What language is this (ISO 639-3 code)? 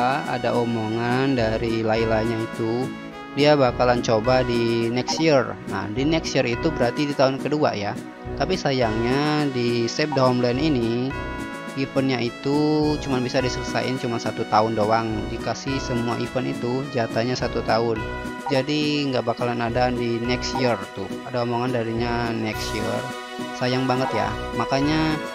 ind